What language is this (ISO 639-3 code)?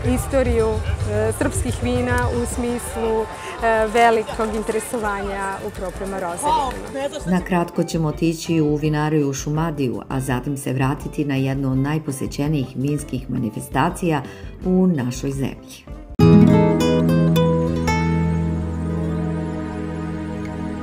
srp